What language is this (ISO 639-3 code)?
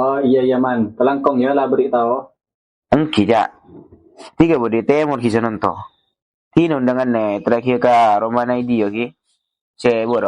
mad